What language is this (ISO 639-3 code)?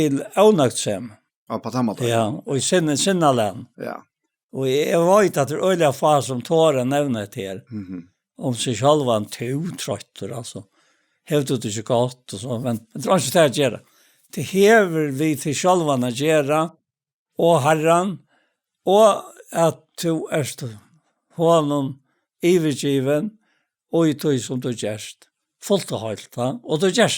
fao